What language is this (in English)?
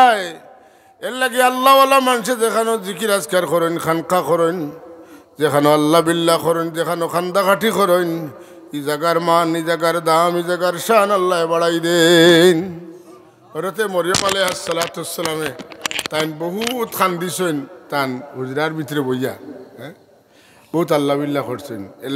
Sylheti